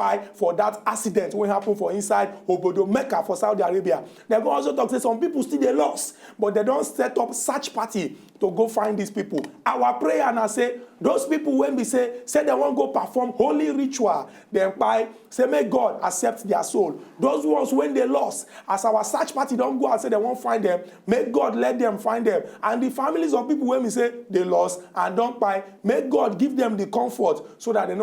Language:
Nigerian Pidgin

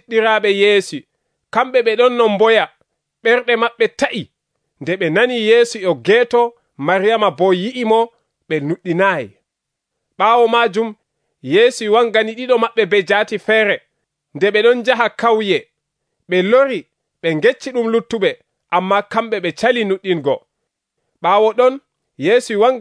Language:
Nigerian Fulfulde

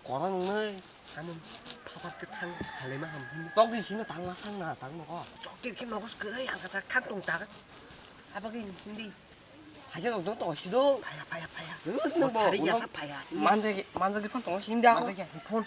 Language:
Kok Borok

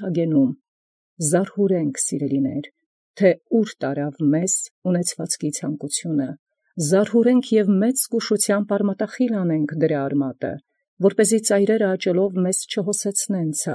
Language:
Armenian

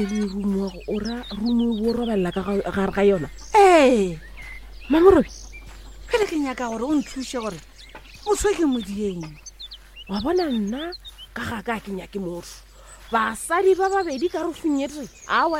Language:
Northern Sotho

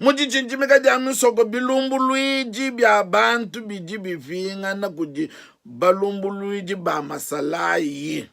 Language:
Luba-Lulua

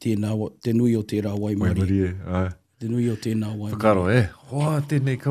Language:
Māori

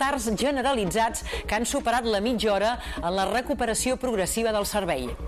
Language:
Catalan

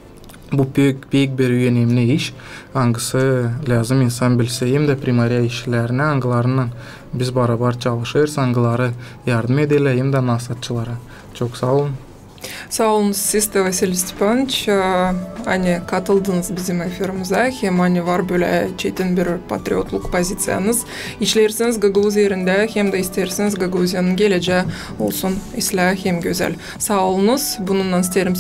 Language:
Gagauz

